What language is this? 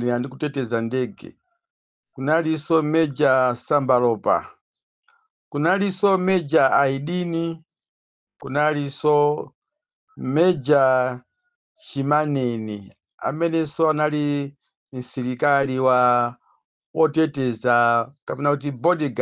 Nyanja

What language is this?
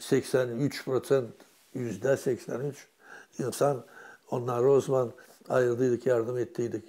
Gagauz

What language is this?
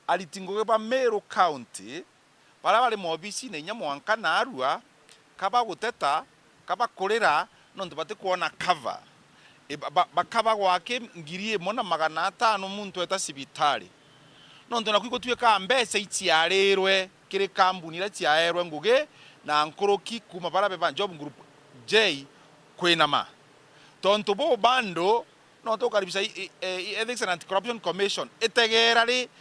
Meru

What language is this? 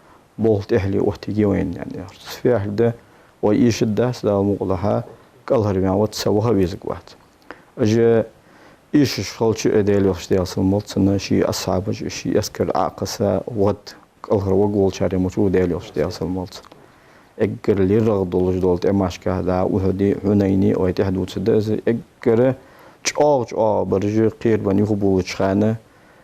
Ingush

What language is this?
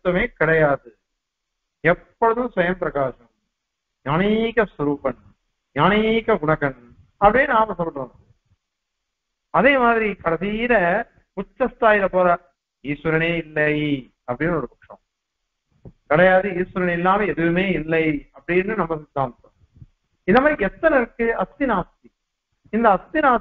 Tamil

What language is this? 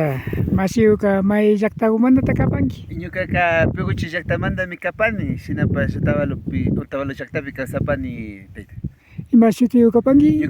Imbabura Highland Quichua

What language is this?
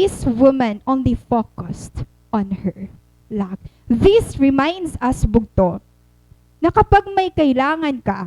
Waray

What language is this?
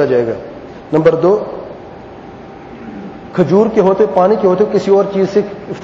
Urdu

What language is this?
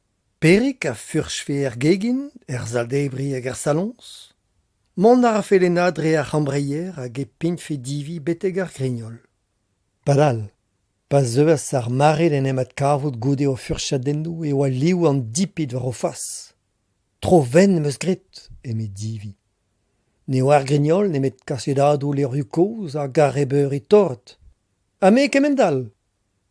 Breton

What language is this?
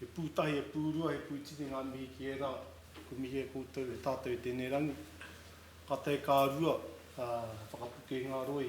Māori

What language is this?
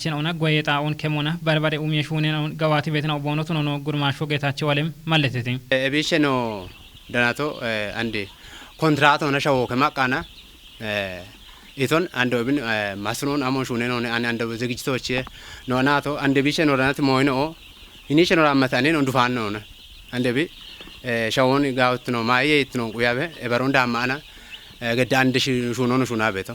Kafa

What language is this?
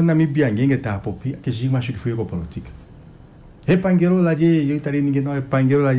Kuanyama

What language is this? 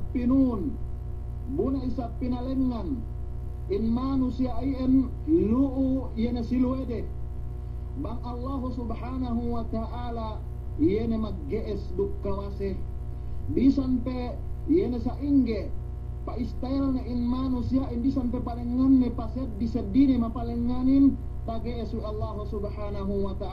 Yakan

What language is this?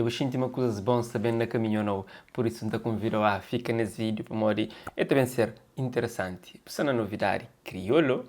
Kabuverdianu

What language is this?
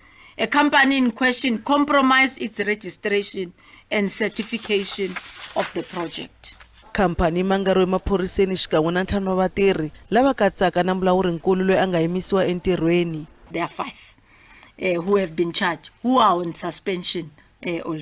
Tsonga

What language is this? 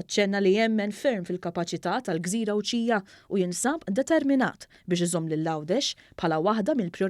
Maltese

